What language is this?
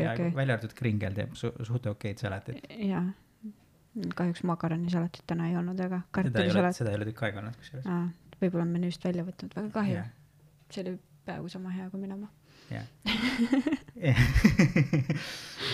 Estonian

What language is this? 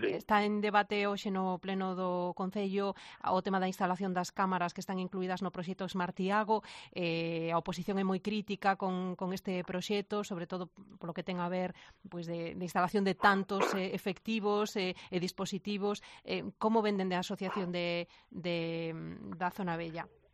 Galician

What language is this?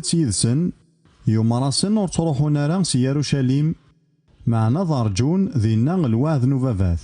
Kabyle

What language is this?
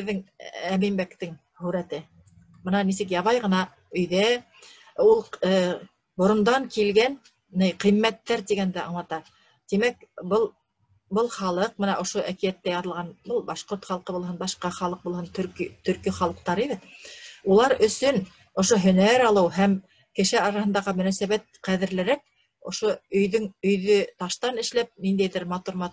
Bashkir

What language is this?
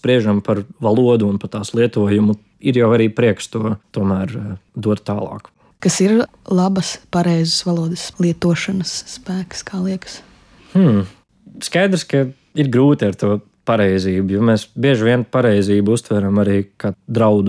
Latvian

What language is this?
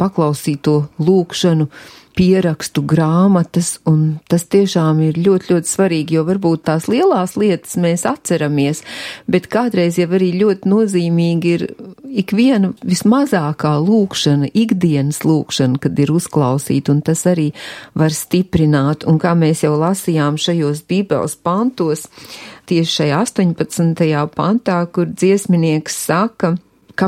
Latvian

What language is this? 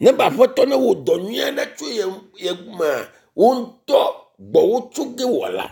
Ewe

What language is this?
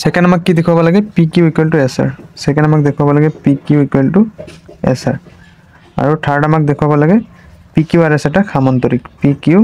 Assamese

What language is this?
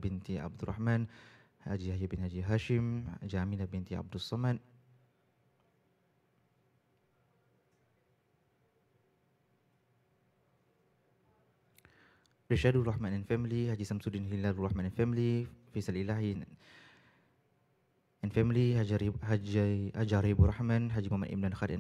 Malay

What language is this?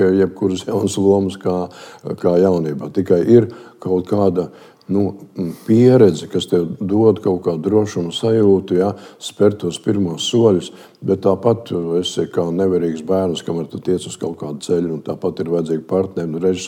Latvian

